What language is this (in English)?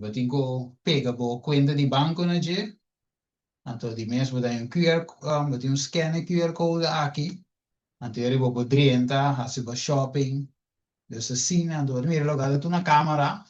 Papiamento